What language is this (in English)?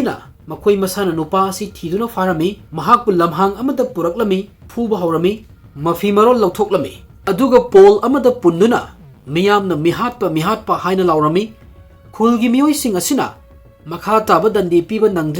Manipuri